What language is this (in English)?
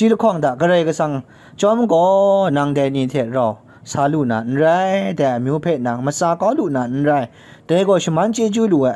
Kachin